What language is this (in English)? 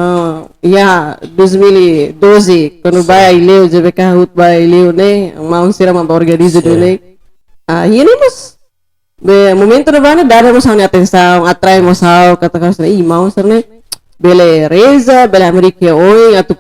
Tetum